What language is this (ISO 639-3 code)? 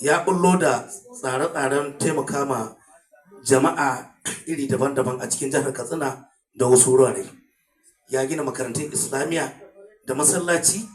hau